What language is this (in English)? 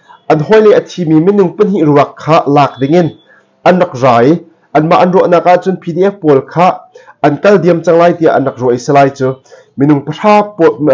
Hakha Chin